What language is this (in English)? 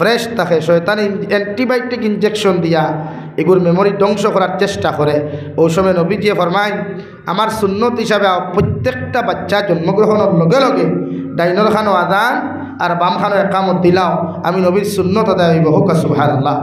Sylheti